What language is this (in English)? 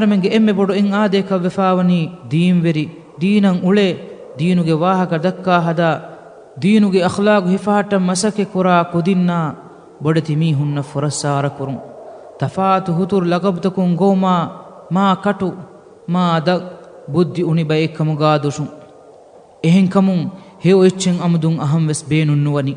Divehi